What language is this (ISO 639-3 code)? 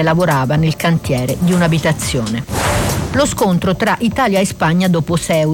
ita